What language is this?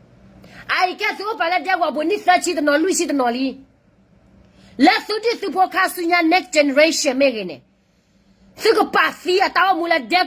S'gaw Karen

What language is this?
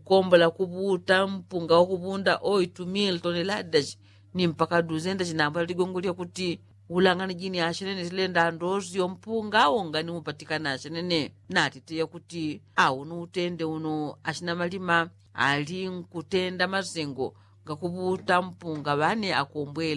Yao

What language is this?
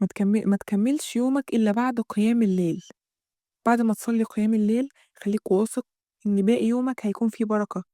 Egyptian Arabic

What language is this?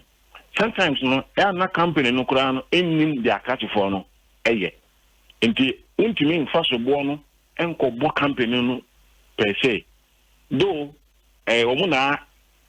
Akan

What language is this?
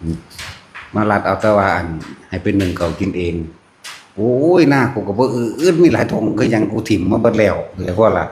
Northeastern Thai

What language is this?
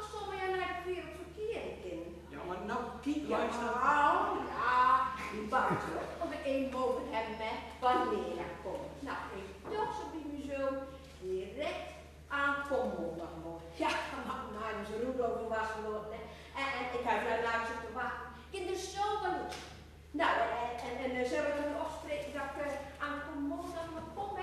Gronings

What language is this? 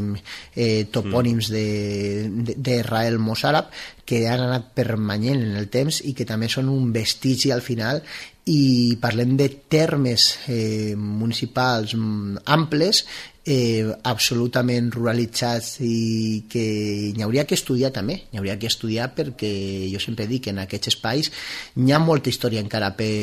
Catalan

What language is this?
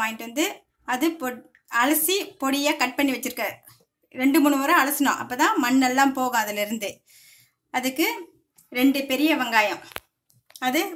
Tamil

